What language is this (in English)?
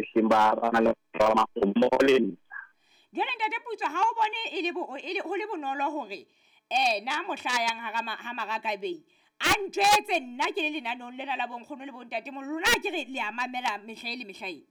Southern Sotho